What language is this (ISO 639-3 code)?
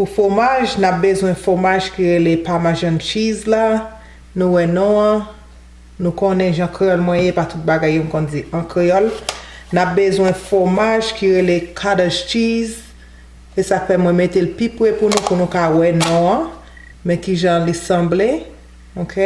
hat